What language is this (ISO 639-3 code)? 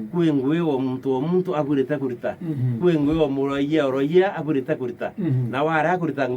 mer